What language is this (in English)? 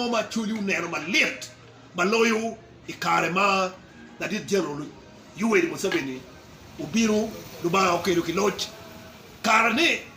Acoli